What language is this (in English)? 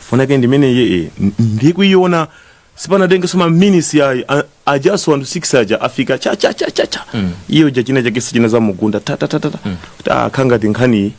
Nyanja